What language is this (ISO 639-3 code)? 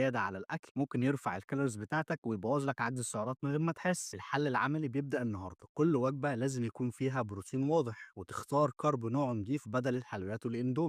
arz